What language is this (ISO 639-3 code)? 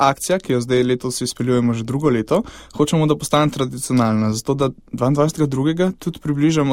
slv